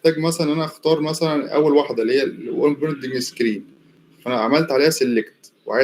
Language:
Egyptian Arabic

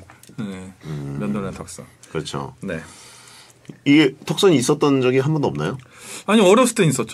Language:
Korean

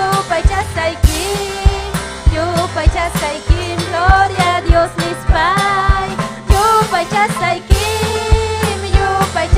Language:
Ayacucho Quechua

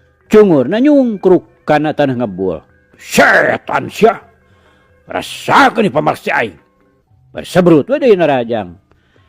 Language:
Sundanese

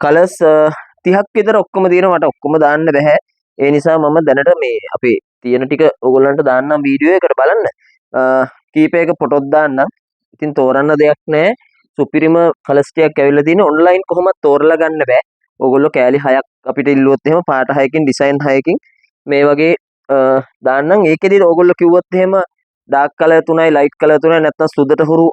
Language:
Sinhala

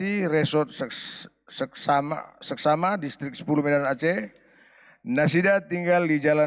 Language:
Batak Toba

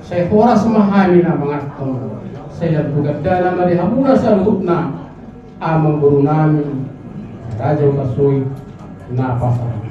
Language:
Batak Toba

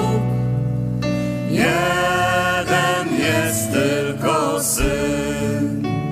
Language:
Polish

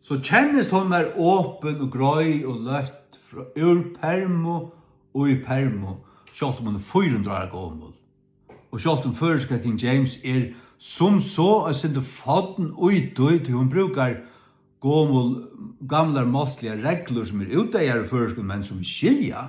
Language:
Faroese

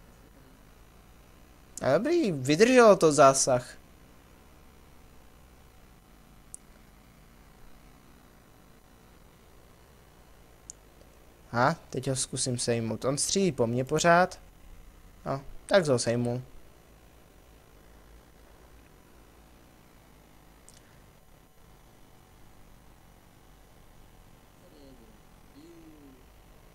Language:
Czech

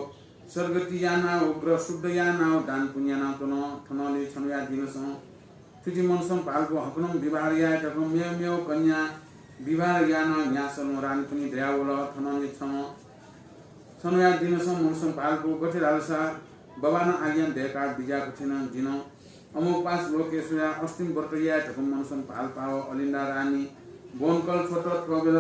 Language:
Newari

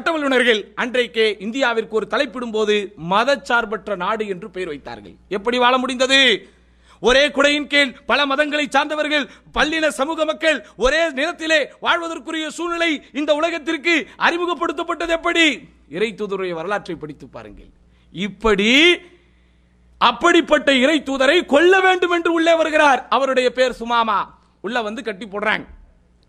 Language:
Tamil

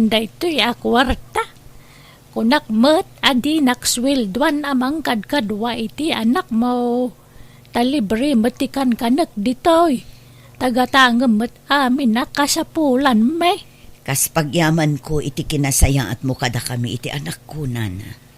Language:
Iloko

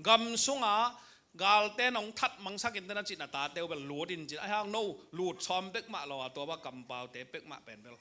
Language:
Tedim Chin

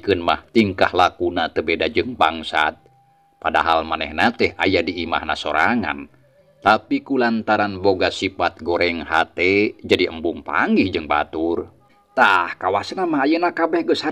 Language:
Sundanese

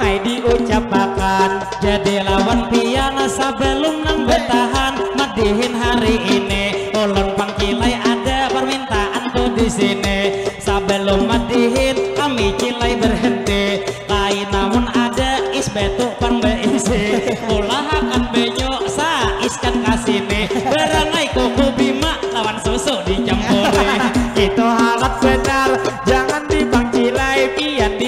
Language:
Banjar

